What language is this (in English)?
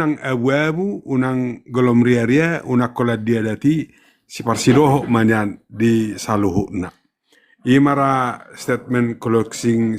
Batak Toba